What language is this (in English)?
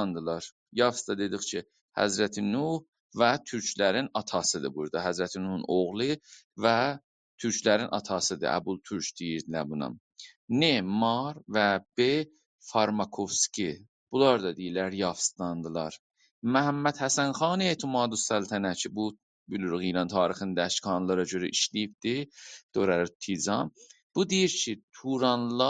South Azerbaijani